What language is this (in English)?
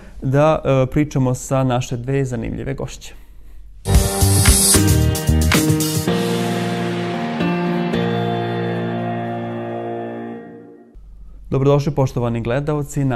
Serbian